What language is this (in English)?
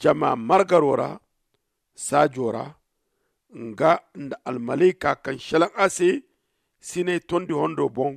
Zarma